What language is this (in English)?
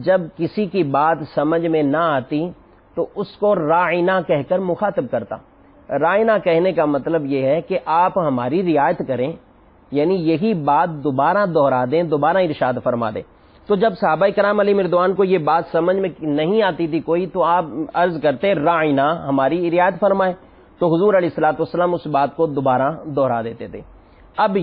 Urdu